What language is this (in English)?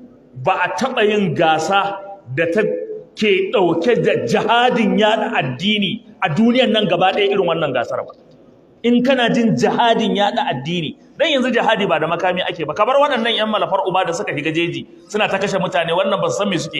Hausa